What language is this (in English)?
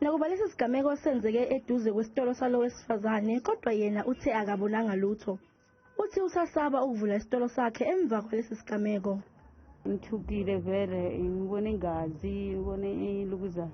Zulu